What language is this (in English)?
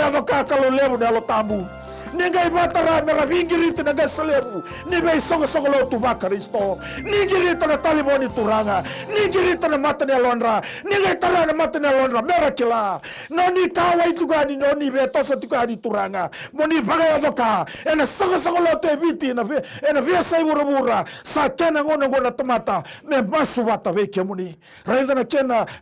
Fijian